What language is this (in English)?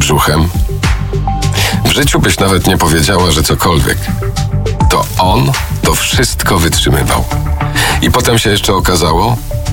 Polish